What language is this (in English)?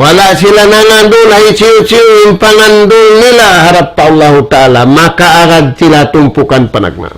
Tausug